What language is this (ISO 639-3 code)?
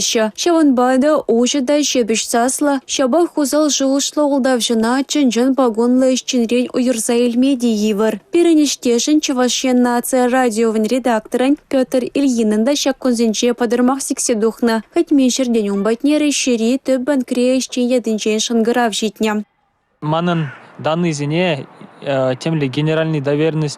chv